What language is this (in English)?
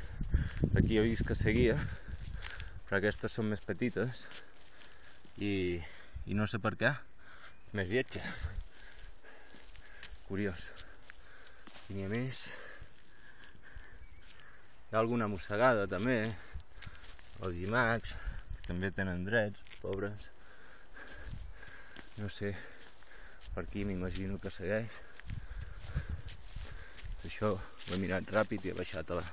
Catalan